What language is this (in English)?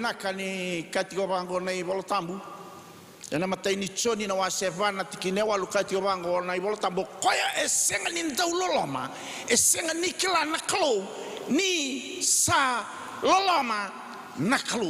Fijian